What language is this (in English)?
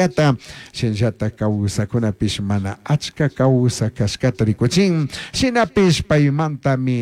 Chimborazo Highland Quichua